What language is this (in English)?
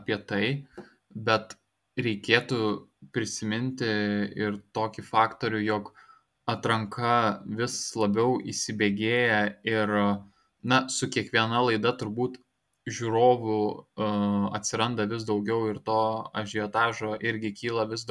Lithuanian